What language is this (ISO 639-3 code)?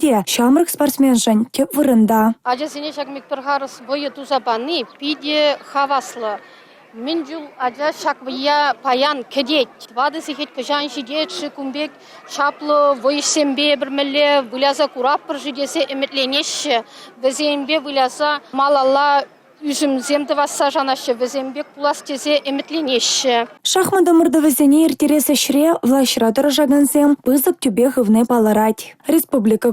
chv